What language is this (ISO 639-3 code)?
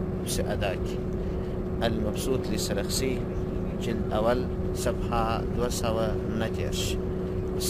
pus